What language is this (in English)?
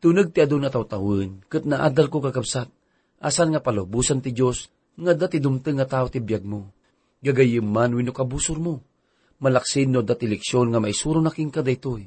Iloko